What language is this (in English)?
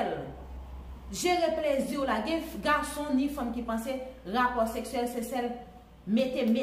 Haitian Creole